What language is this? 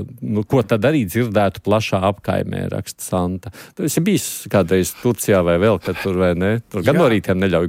Latvian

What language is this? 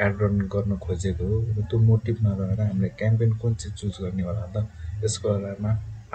Nepali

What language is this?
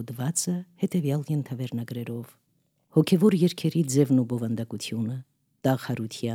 Armenian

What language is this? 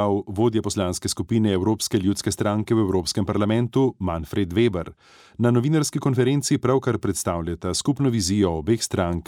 Slovenian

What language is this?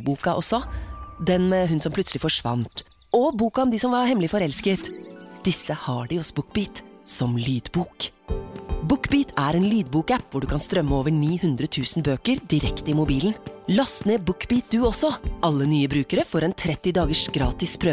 Norwegian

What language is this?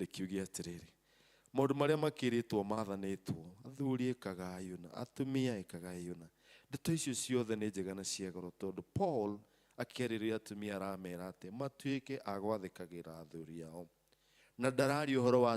Kikuyu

